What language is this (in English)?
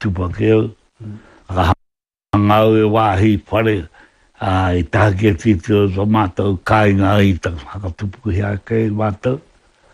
Māori